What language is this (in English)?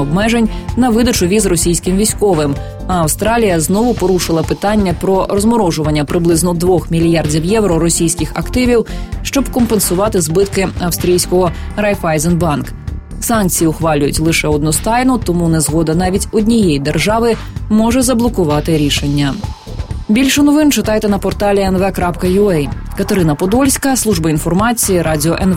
Ukrainian